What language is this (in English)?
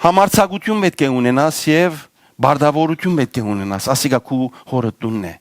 Western Armenian